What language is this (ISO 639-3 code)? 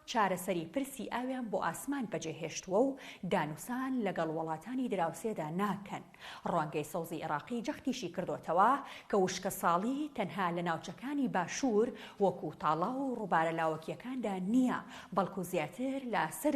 ckb